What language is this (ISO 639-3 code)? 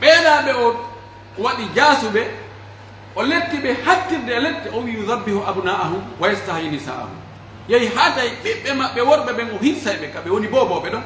fuf